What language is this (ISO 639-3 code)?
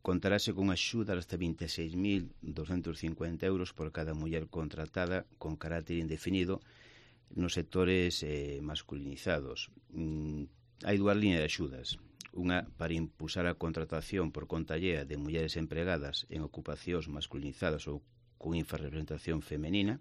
glg